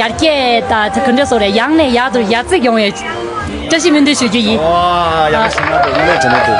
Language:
Tibetan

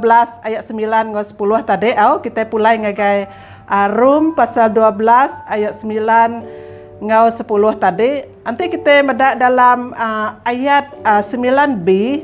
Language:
Iban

